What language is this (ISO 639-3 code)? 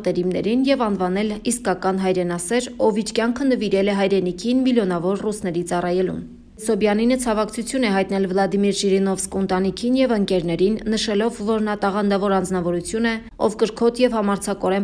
hye